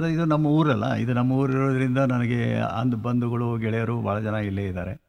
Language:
Kannada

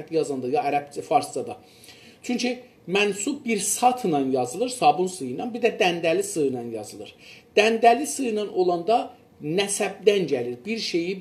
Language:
South Azerbaijani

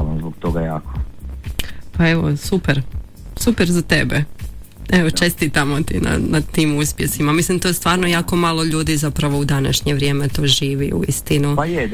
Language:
Croatian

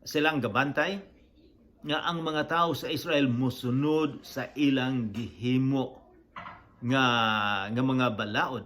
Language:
Cebuano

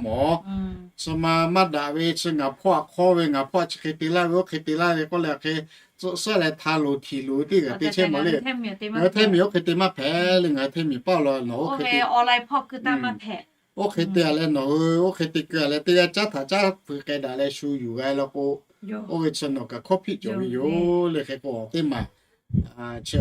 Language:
Lahu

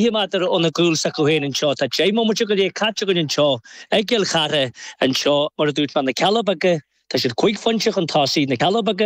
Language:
Irish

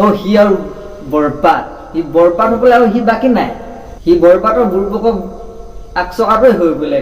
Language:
Assamese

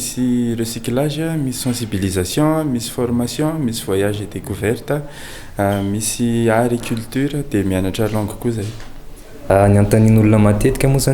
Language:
Malagasy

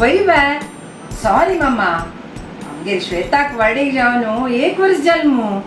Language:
Konkani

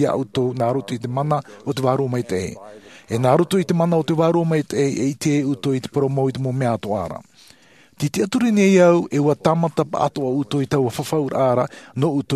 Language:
Tahitian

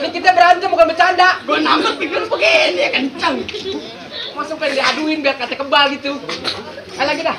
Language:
Betawi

